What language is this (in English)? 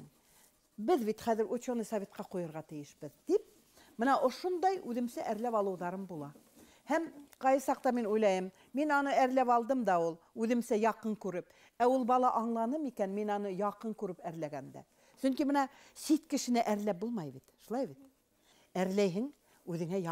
Bashkir